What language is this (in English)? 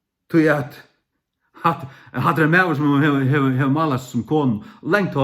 Faroese